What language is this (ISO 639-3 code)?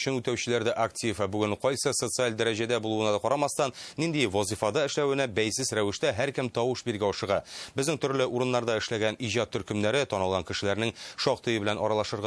tat